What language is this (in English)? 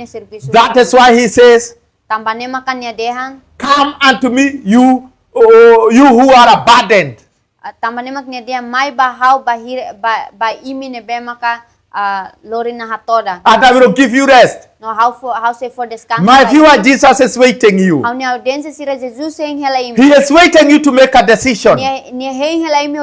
Tetum